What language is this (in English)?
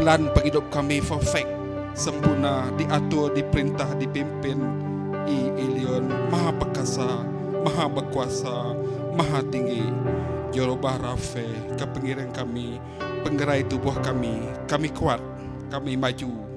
Iban